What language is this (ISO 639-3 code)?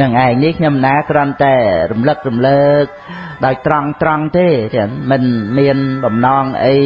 khm